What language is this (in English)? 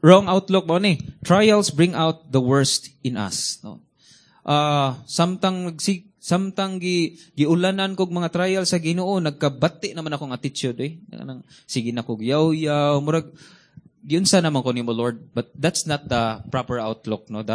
Cebuano